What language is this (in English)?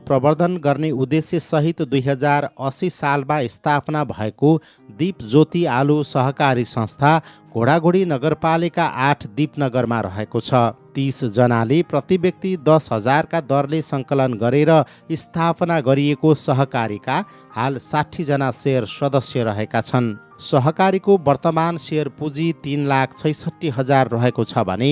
Nepali